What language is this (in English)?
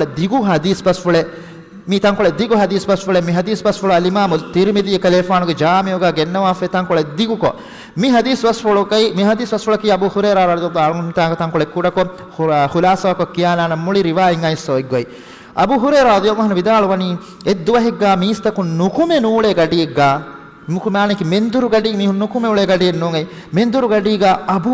Divehi